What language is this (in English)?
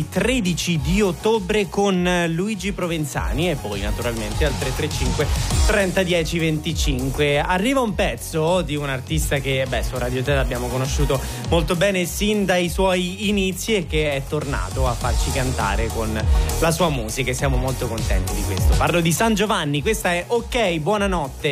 Italian